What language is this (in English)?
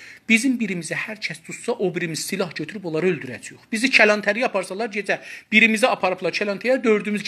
South Azerbaijani